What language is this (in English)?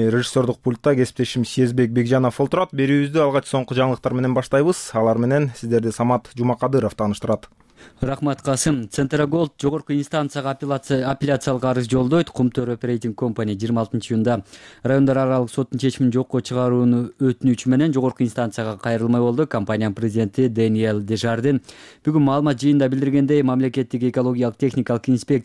Kyrgyz